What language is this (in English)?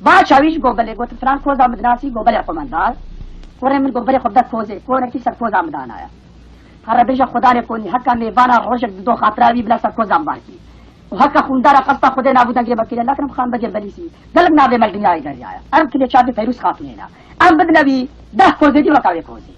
Kurdish